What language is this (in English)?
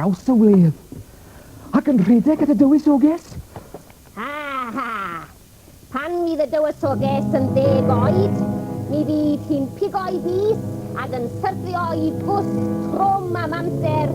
Welsh